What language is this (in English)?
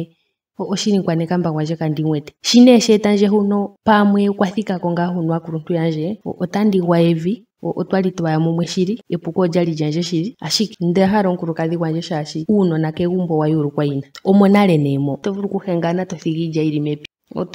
Ndonga